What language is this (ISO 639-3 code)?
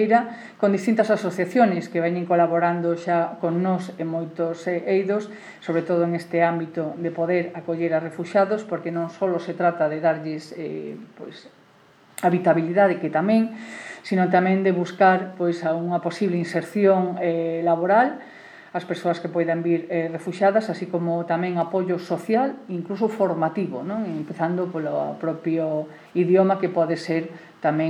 glg